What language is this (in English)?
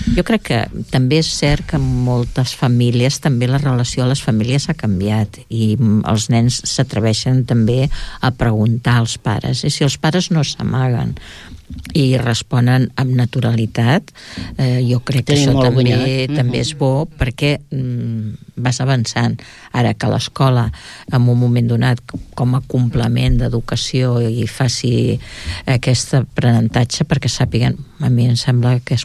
Catalan